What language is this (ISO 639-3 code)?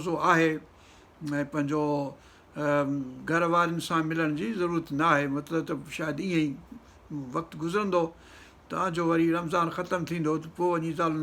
snd